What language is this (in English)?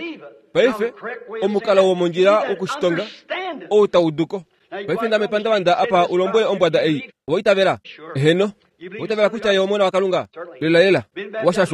Kuanyama